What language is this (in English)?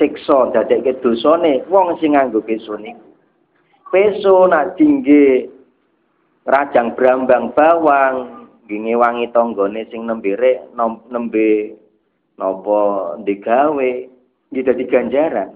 Javanese